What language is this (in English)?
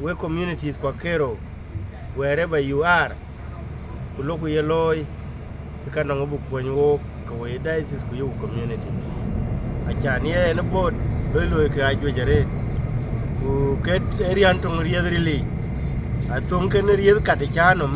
Dinka